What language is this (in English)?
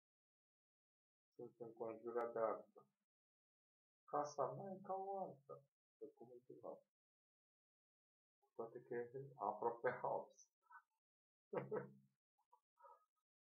Romanian